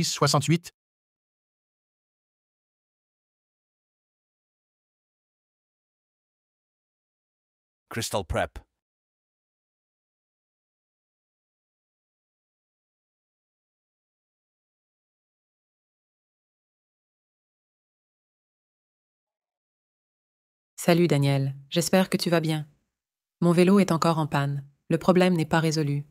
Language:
French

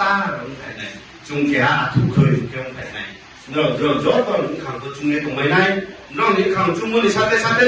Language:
Riang (India)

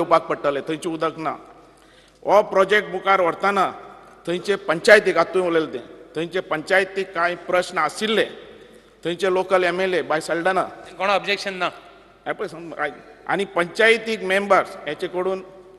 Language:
Konkani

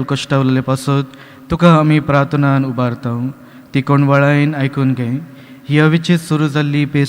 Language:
Konkani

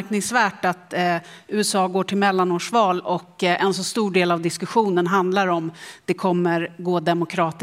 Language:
Swedish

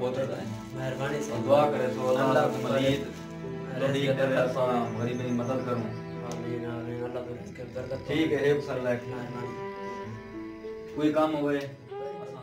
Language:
Saraiki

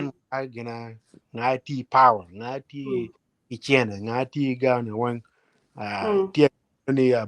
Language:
Acoli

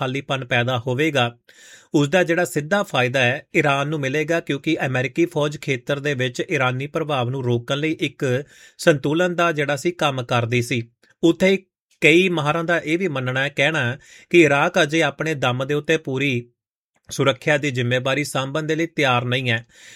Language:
Punjabi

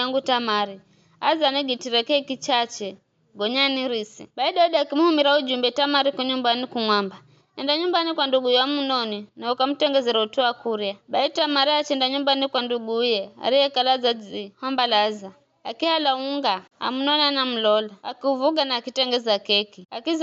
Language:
Giryama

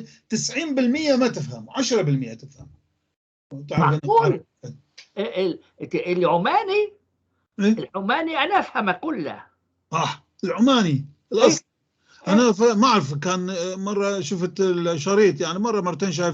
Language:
North Levantine Arabic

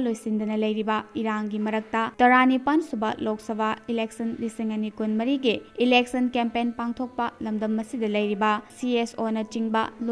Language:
Manipuri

